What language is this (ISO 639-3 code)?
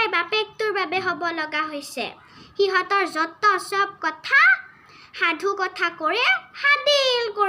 asm